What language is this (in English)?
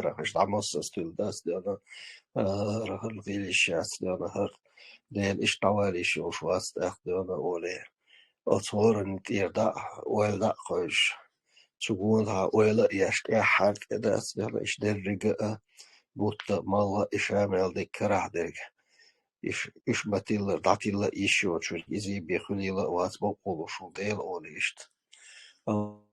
Chechen